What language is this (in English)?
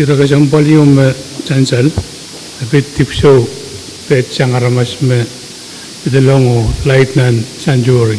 Pohnpeian